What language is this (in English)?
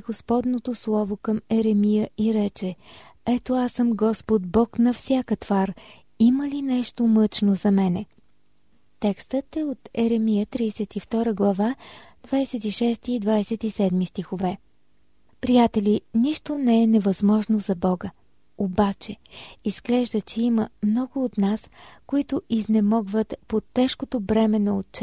Bulgarian